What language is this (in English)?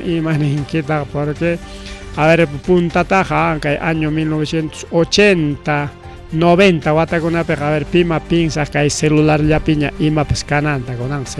Ayacucho Quechua